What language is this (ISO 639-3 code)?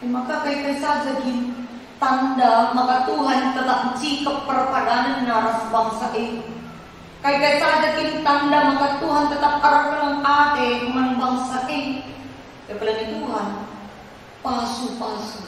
btx